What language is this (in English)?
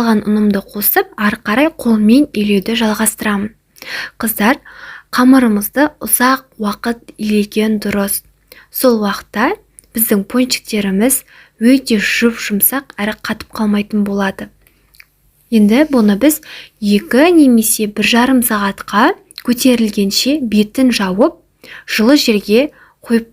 Kazakh